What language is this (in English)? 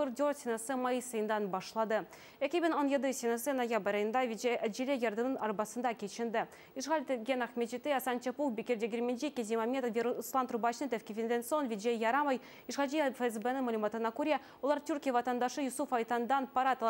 Crimean Tatar